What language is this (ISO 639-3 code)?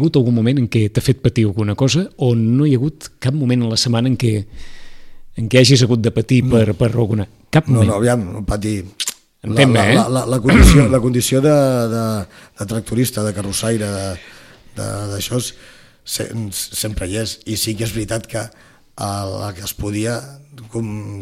cat